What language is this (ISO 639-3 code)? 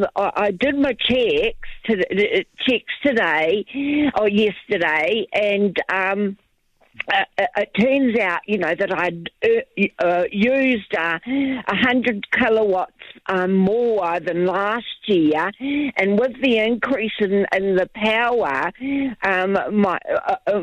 eng